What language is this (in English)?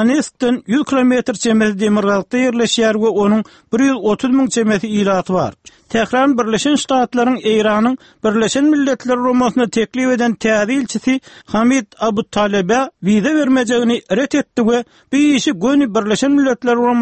Turkmen